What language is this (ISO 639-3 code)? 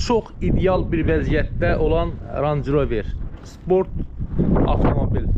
aze